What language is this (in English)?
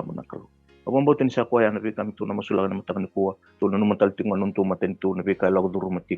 Fijian